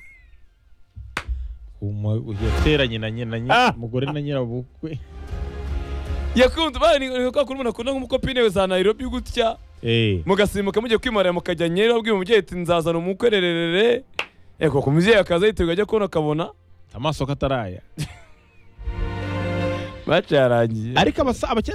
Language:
Kinyarwanda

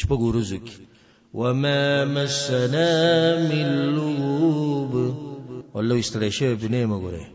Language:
Pashto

